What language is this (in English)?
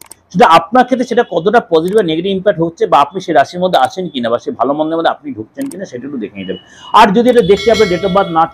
Bangla